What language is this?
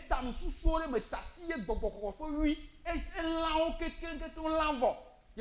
Ewe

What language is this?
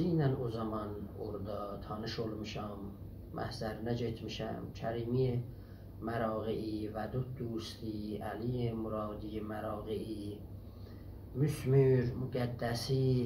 South Azerbaijani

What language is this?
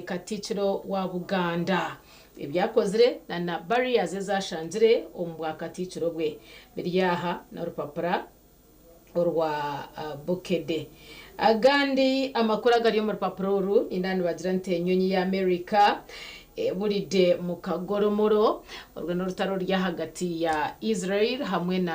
Nyankole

